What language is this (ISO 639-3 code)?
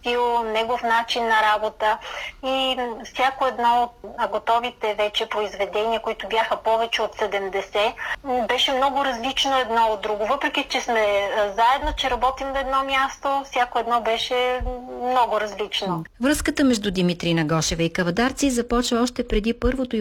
bul